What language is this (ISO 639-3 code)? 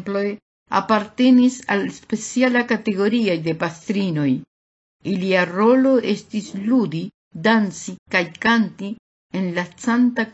epo